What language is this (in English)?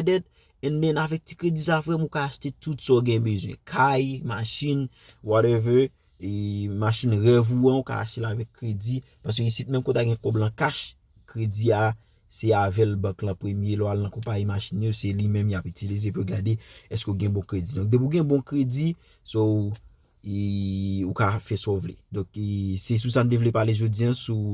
Haitian Creole